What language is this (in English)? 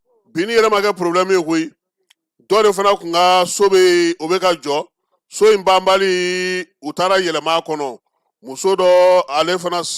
Bambara